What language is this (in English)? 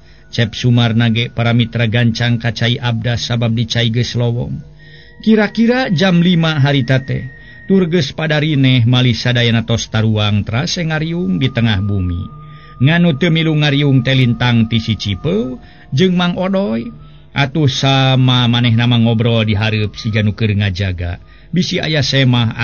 Sundanese